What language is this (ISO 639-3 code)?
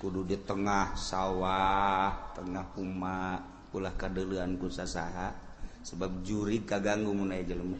sun